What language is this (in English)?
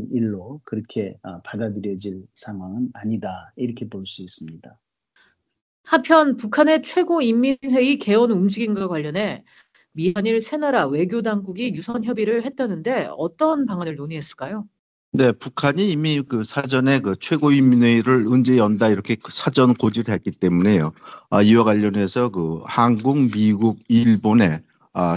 Korean